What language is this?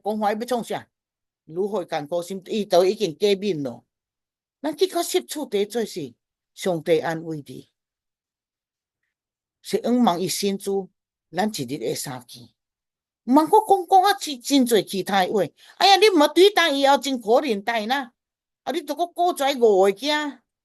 Min Nan Chinese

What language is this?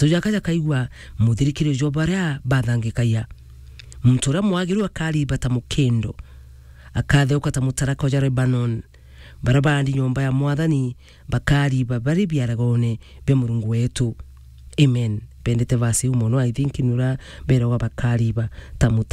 Meru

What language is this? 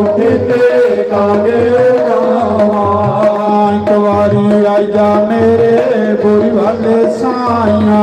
Dogri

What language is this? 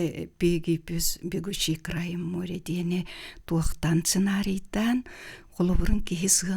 Yakut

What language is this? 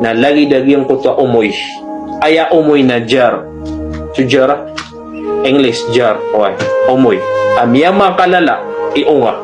Maranao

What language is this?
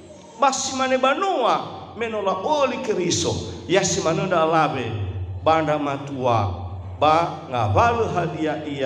Nias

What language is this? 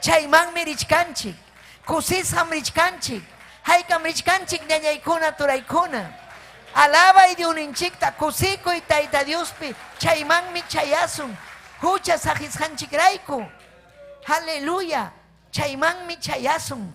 Ayacucho Quechua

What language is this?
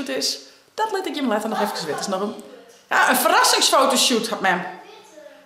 Western Frisian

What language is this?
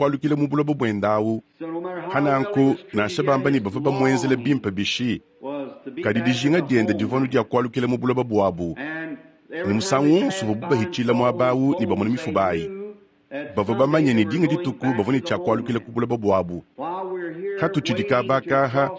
Luba-Lulua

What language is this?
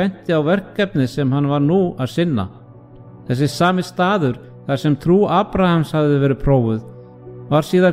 Icelandic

